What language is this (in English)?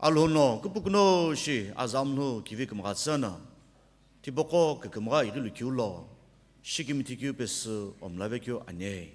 Sumi Naga